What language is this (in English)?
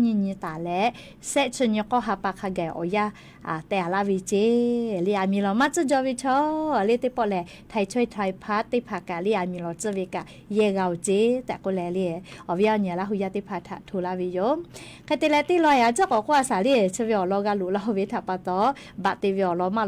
Lahu